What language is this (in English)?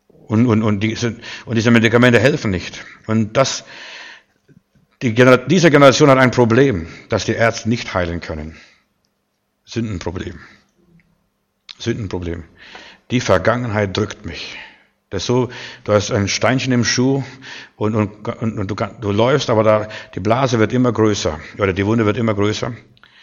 German